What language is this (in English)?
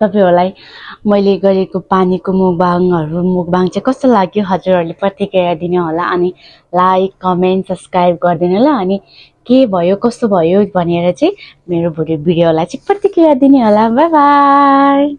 Nepali